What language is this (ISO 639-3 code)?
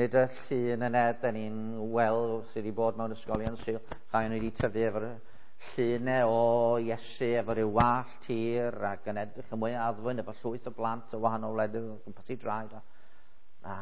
cym